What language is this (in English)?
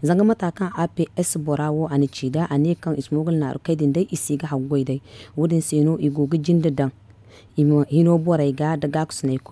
Zarma